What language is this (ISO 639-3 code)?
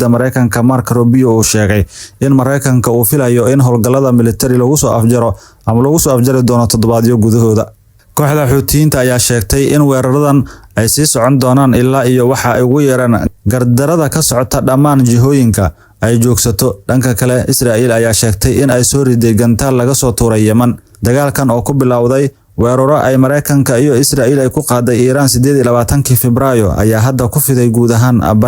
som